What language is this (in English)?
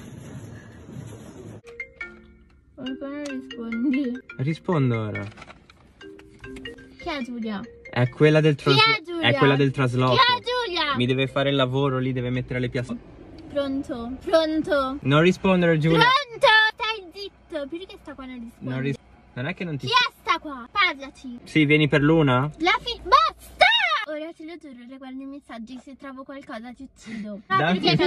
Italian